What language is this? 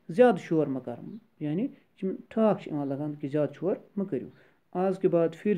Kashmiri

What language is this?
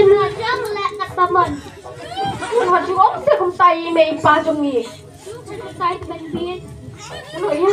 Khasi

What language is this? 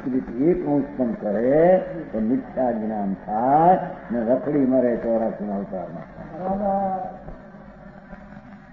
Gujarati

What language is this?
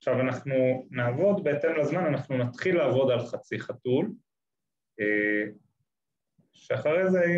Hebrew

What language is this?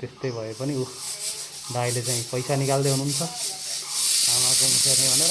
Nepali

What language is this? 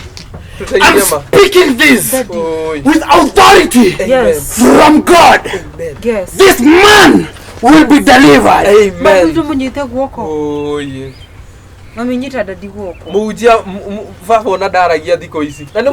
Kikuyu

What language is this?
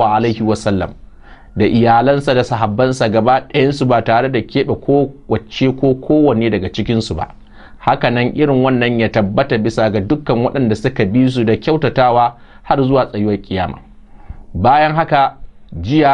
Hausa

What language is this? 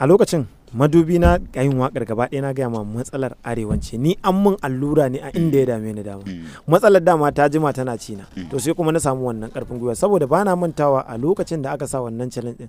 Hausa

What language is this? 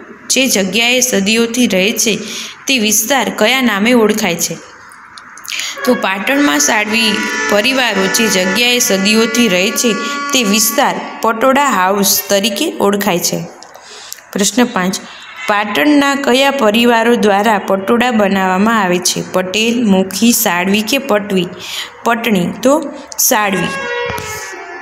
Gujarati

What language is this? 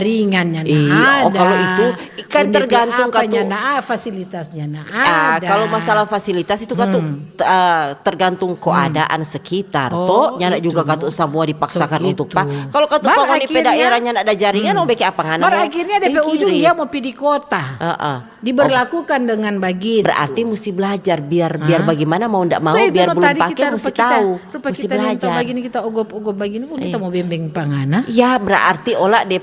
Manado Malay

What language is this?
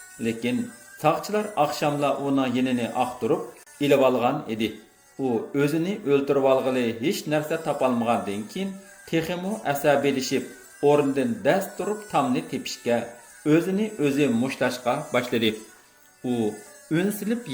Uyghur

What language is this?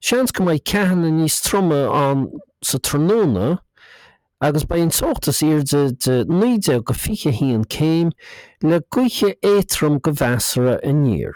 Irish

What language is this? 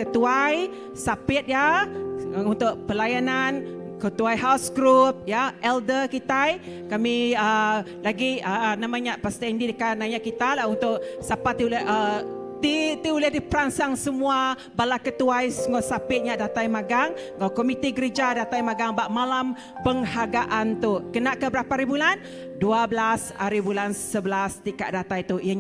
Iban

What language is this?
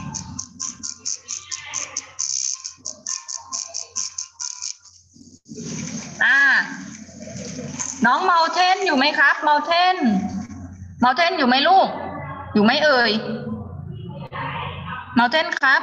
Thai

